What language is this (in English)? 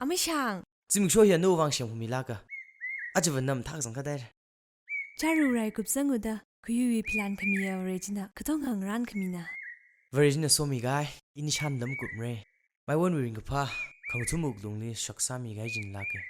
Tangkhul Naga (India)